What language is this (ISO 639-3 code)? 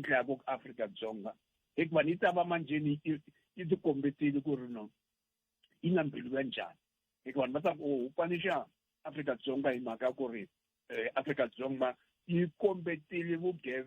tso